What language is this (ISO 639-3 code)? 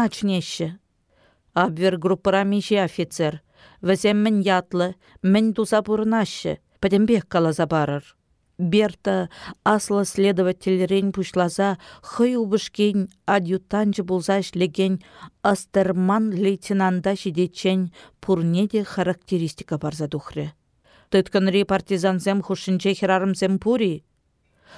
chv